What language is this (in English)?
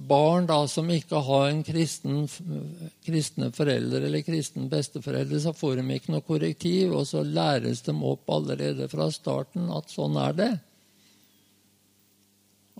Norwegian